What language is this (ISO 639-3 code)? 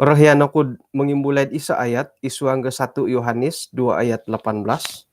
dtp